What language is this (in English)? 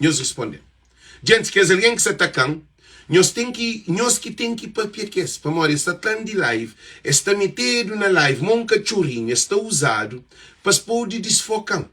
Kabuverdianu